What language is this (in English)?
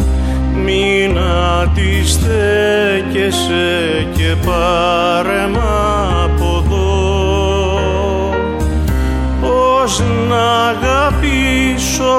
Greek